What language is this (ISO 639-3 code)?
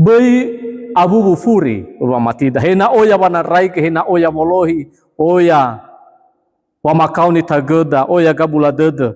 nia